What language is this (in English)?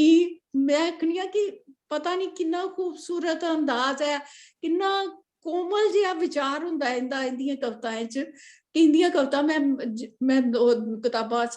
Dogri